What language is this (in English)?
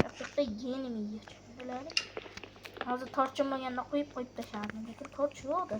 Uzbek